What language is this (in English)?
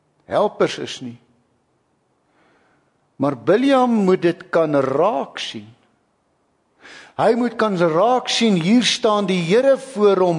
Afrikaans